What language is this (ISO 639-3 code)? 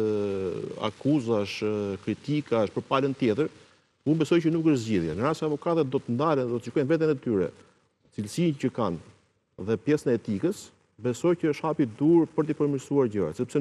sqi